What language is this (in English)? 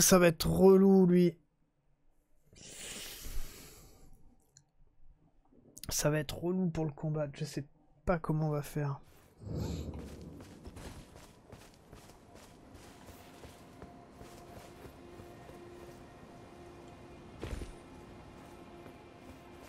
French